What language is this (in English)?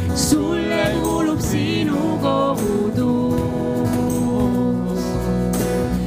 Estonian